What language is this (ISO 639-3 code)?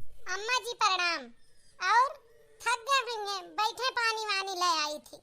awa